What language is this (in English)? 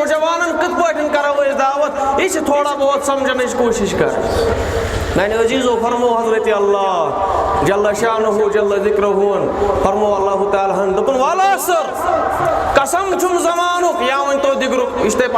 Kashmiri